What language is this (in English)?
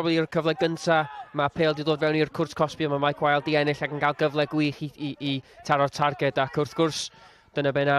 Welsh